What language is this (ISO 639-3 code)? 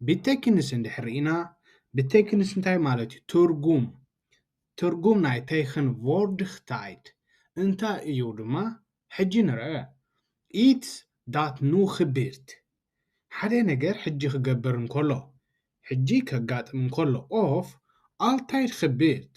tir